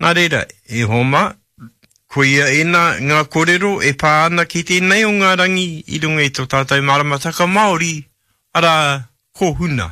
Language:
Māori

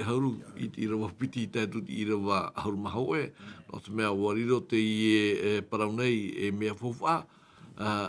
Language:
Tahitian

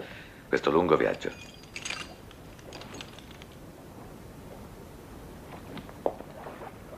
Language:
Italian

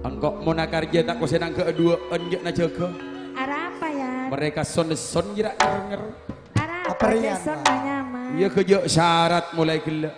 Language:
Madurese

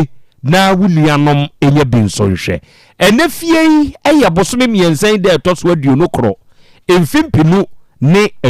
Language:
Akan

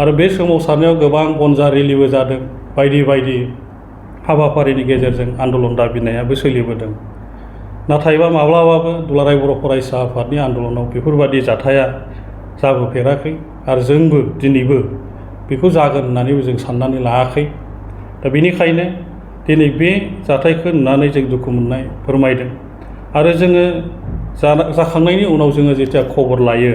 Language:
Bodo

